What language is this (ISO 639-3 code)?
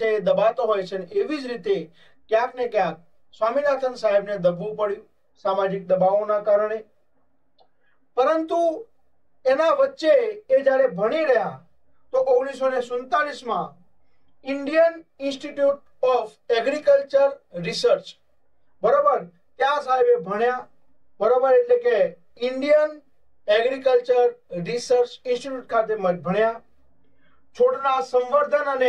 guj